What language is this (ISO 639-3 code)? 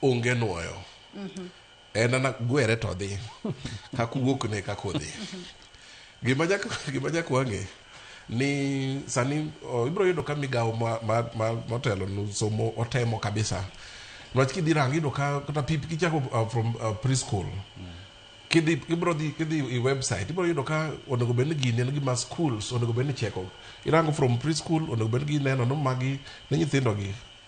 luo